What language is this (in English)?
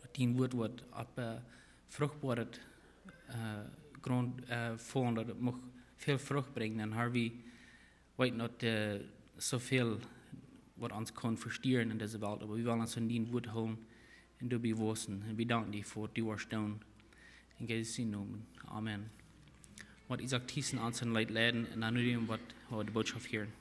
Plautdietsch